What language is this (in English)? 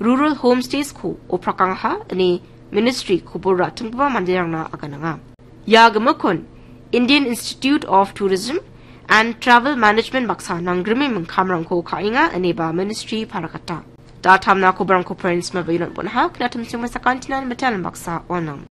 Garo